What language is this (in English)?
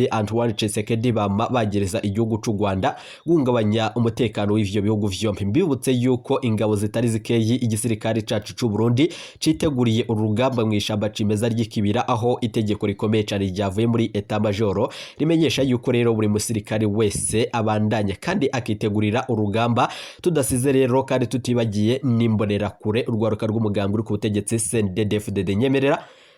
Rundi